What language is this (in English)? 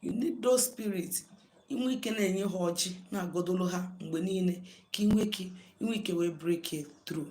Igbo